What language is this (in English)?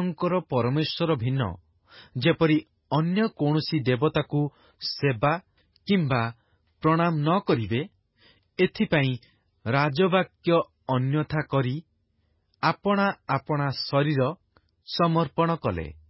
Odia